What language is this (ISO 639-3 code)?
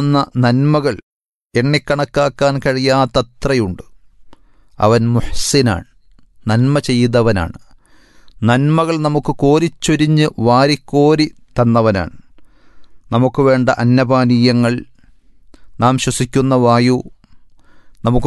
mal